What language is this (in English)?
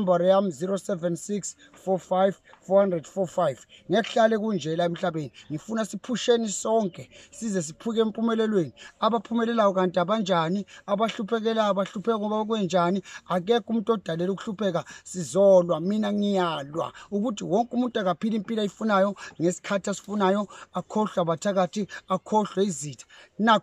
Zulu